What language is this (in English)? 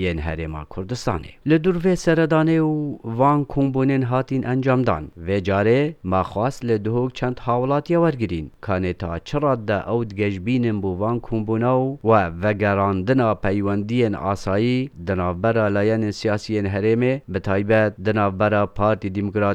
Kurdish